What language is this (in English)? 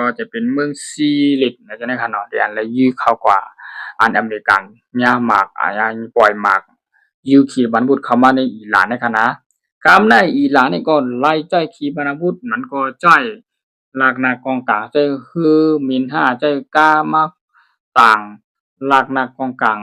Shan